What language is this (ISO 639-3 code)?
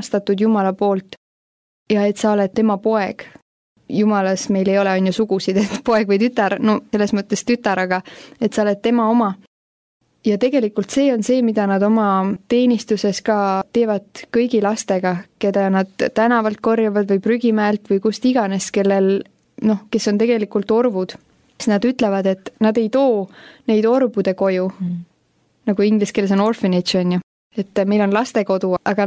est